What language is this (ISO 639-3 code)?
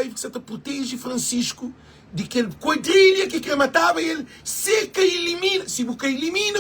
kea